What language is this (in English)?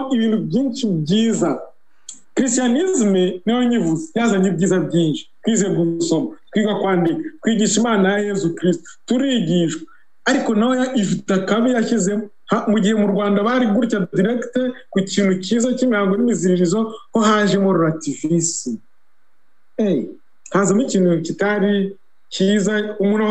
Kinyarwanda